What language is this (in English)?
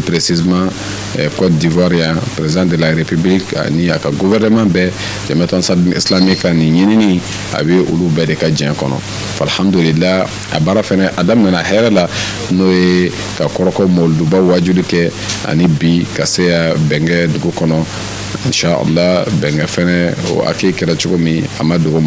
Bambara